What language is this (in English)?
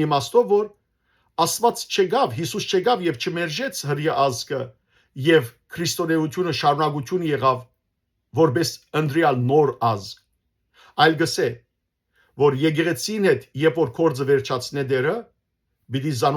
Western Armenian